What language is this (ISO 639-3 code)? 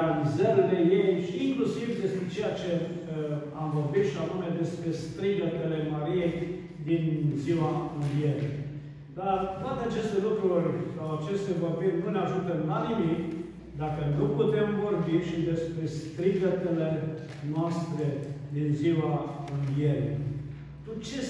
ron